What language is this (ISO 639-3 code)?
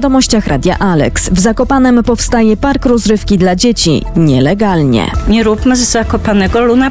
pol